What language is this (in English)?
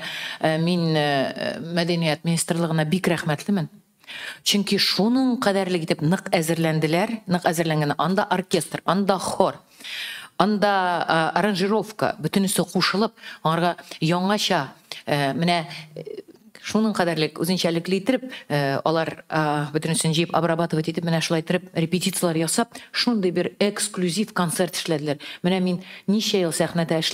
Tatar